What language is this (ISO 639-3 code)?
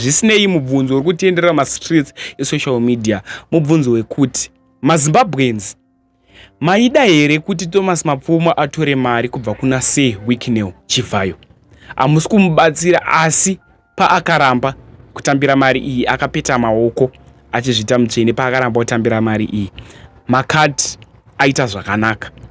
sna